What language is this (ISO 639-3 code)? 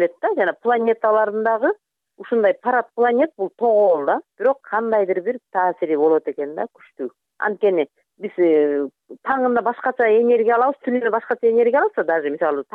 kir